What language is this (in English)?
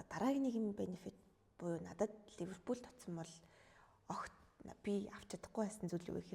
Mongolian